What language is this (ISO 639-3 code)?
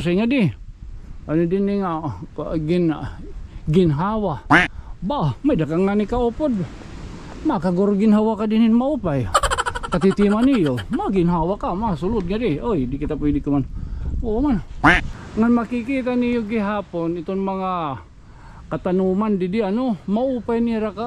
war